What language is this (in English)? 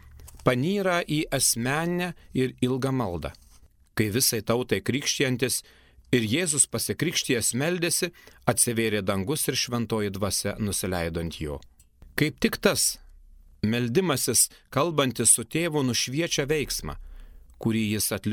Lithuanian